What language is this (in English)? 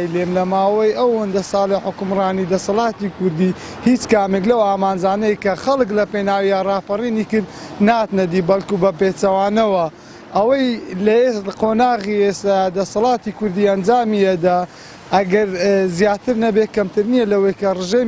Central Kurdish